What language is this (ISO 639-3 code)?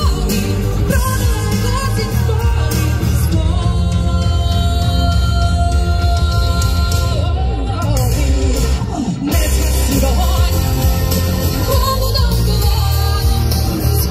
ukr